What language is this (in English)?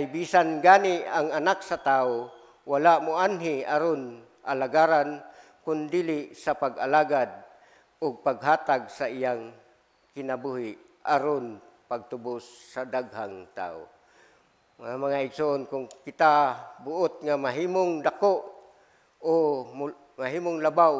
Cebuano